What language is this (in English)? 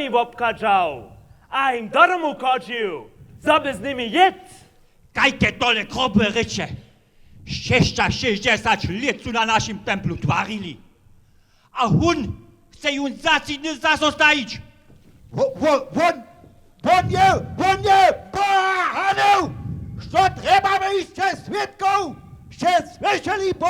Upper Sorbian